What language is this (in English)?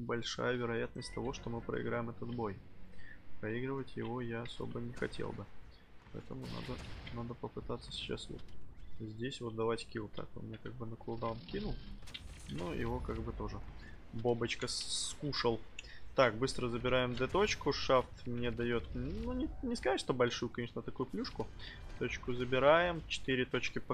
Russian